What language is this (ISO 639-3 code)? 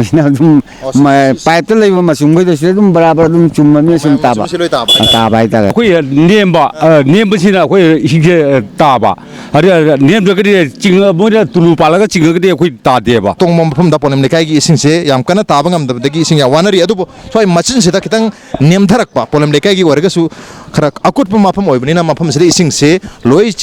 mni